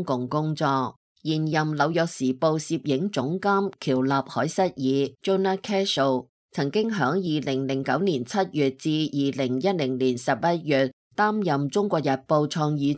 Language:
Cantonese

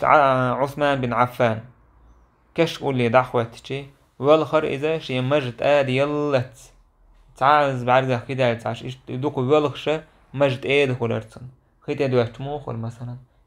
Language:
Chechen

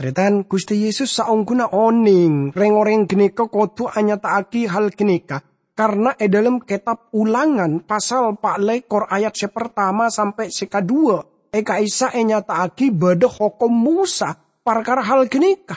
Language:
Madurese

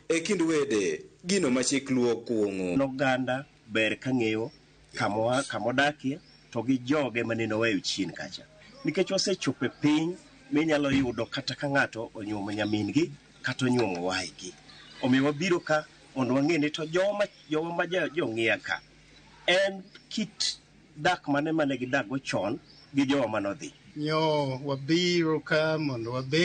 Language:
Luo (Kenya and Tanzania)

